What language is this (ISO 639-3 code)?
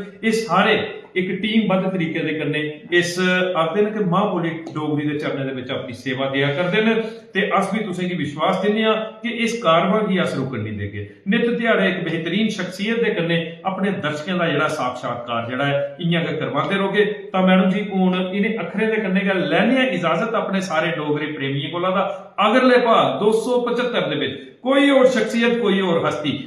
doi